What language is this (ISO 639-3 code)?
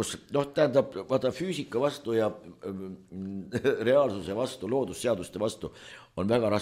est